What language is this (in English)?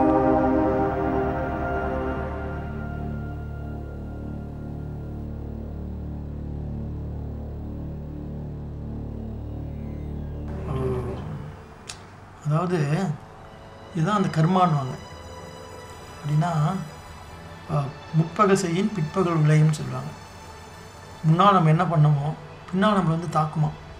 Tamil